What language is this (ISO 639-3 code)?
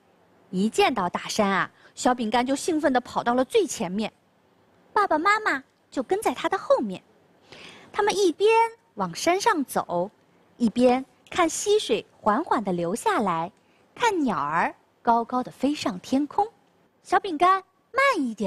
zho